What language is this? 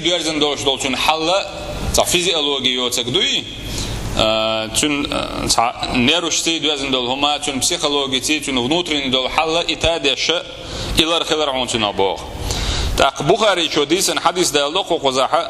Chechen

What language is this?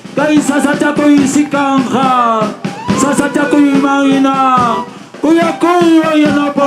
Ayacucho Quechua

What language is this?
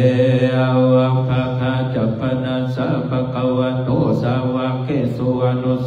Pali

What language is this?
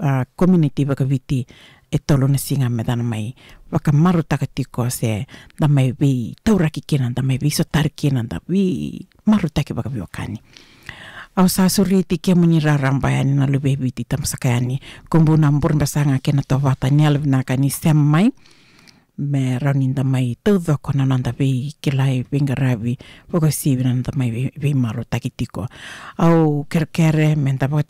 Fijian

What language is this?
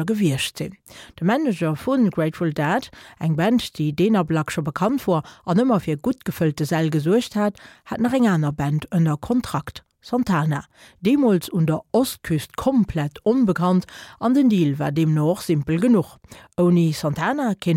Luxembourgish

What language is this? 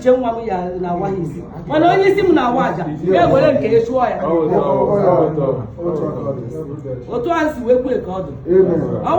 Igbo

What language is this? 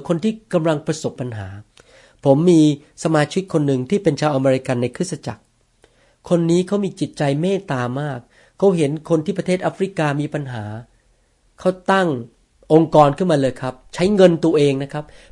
Thai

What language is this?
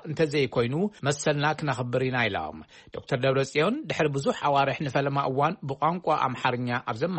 Tigrinya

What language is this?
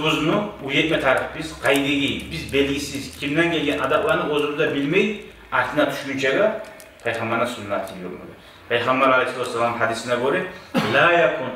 Kumyk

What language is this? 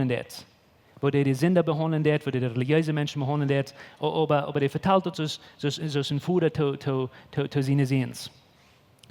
Plautdietsch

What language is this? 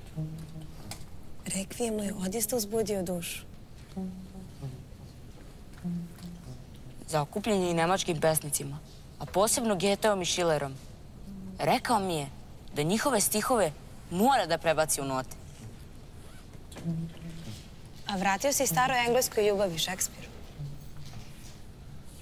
Serbian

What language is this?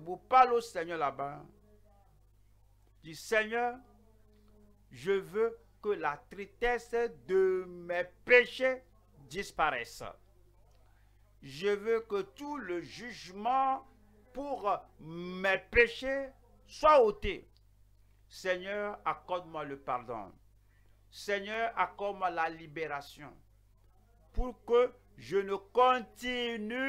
French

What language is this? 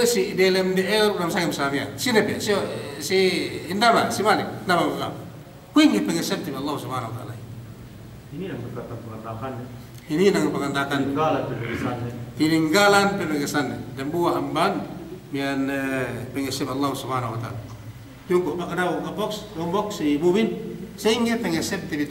Yakan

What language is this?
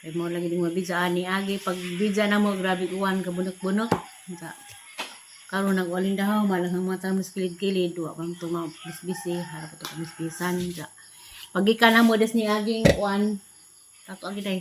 Cebuano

